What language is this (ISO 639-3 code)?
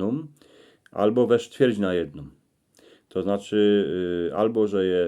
szl